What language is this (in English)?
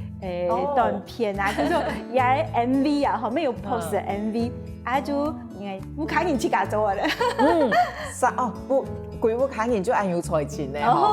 Hakka Chinese